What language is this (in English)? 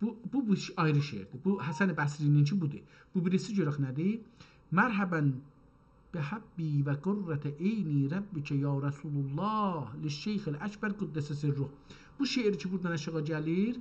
South Azerbaijani